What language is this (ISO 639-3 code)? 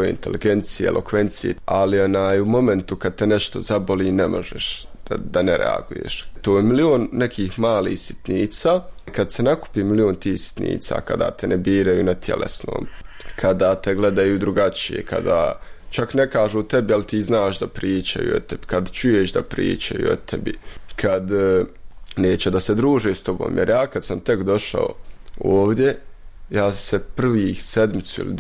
bos